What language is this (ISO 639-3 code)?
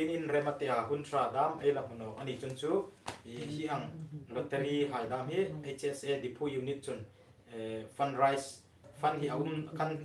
hmr